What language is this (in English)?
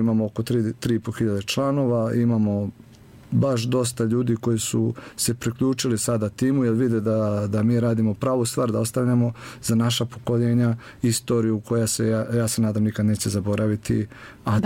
Serbian